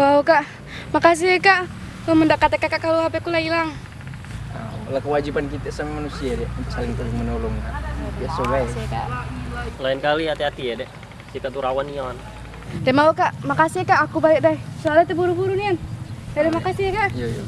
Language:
Musi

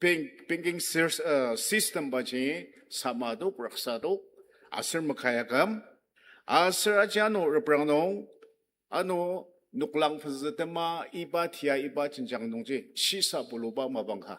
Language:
Ao Naga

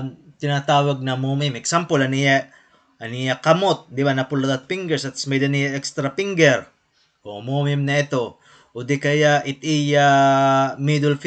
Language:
Waray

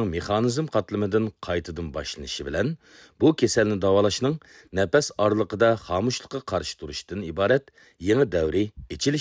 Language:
Uyghur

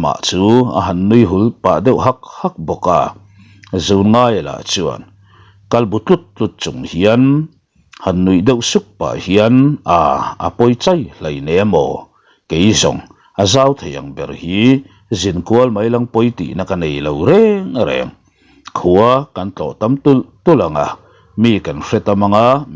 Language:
Mizo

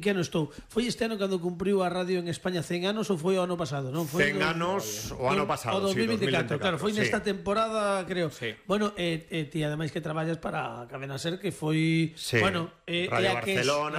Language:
Galician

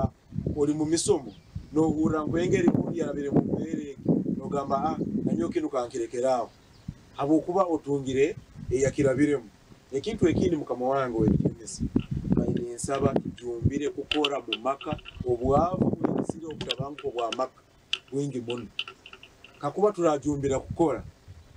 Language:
Nyankole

